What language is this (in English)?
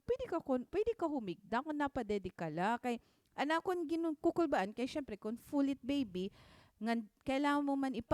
Waray